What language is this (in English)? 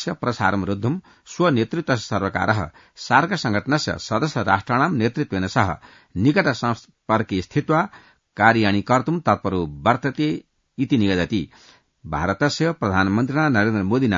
Sanskrit